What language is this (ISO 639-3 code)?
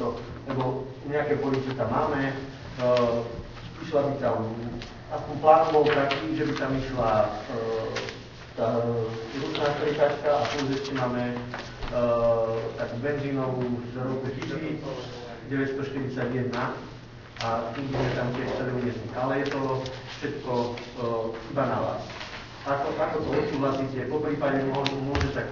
slk